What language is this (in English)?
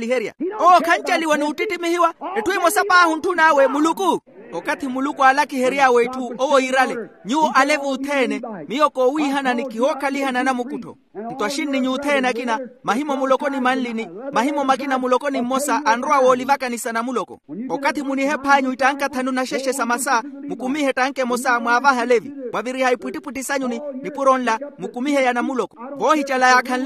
Makhuwa